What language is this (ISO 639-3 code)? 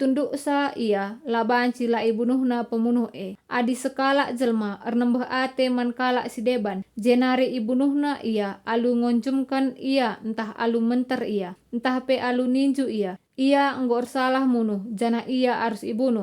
btx